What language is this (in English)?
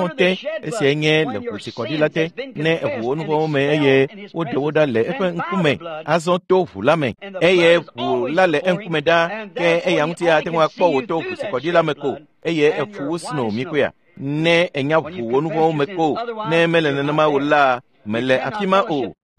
Ewe